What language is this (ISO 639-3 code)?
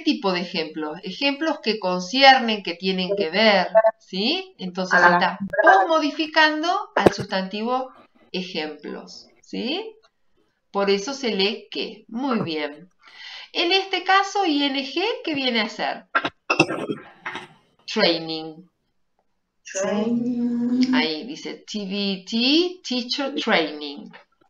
spa